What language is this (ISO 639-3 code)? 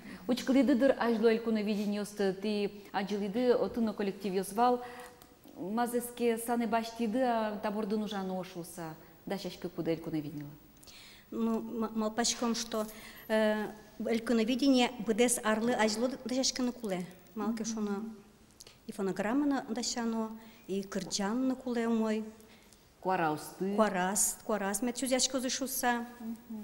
udm